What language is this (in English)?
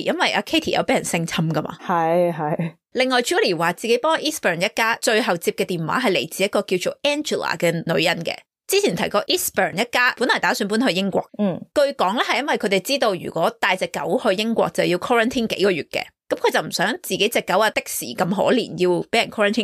Cantonese